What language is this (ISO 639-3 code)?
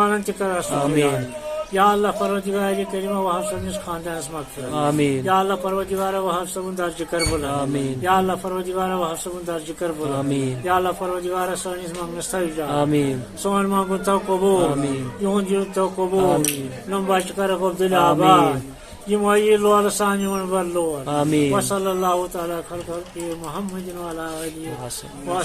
kas